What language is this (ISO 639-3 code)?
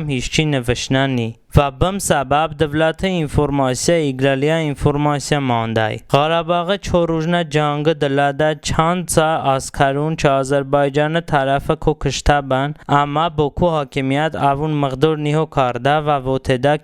tly